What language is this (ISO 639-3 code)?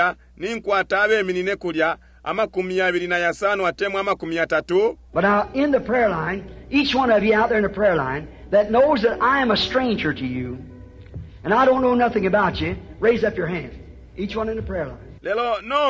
bem